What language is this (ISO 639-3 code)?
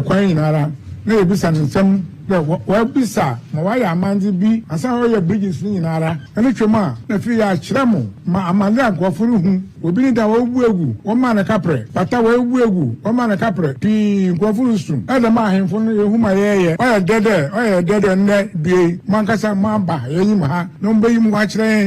aka